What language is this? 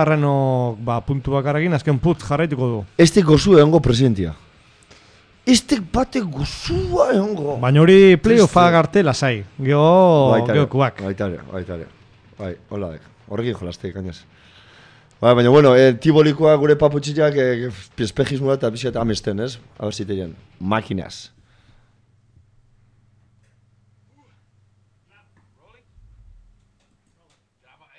Basque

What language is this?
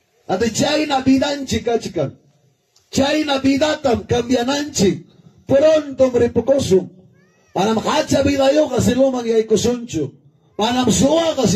Ayacucho Quechua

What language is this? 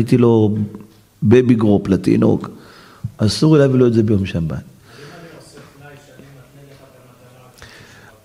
Hebrew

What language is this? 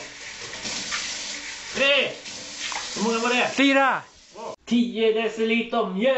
Swedish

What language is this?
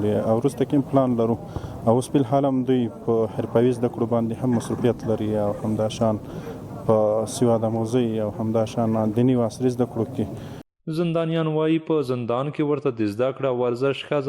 Pashto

